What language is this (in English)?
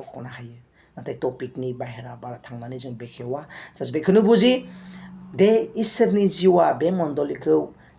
Bodo